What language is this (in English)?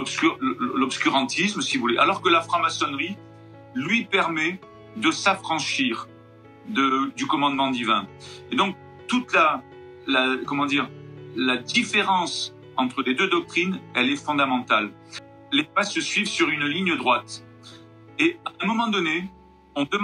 French